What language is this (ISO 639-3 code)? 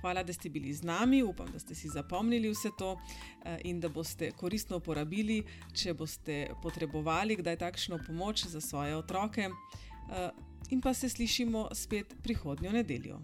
slv